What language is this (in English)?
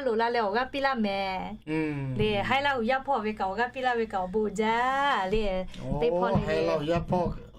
Lahu